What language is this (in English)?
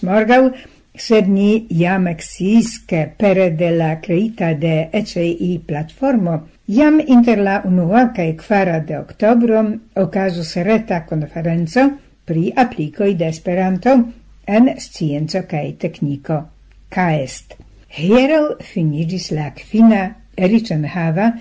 Esperanto